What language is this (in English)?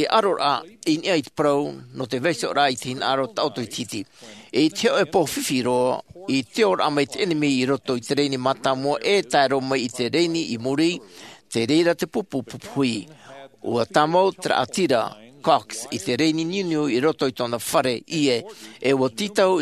Tahitian